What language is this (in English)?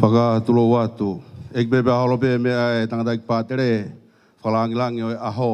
Tongan